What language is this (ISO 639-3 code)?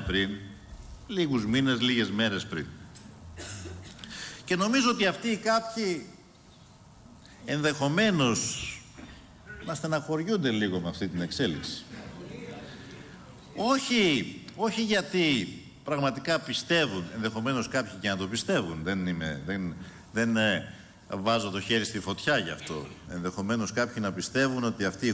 ell